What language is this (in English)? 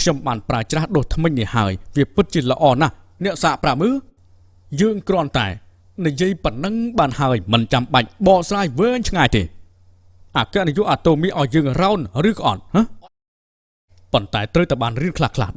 Khmer